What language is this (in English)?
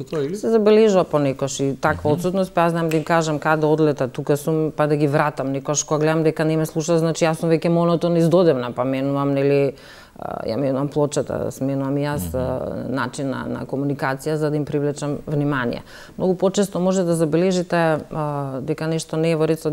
Macedonian